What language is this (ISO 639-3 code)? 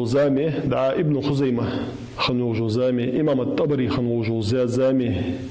inh